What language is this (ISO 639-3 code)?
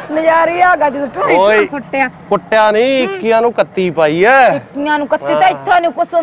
pan